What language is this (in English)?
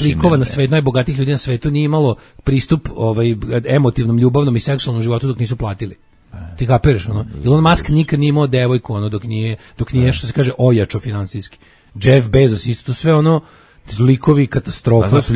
Serbian